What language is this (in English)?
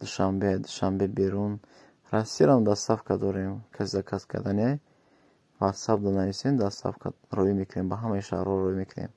Tajik